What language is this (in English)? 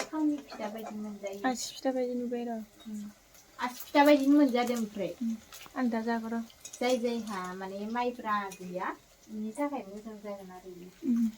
Bodo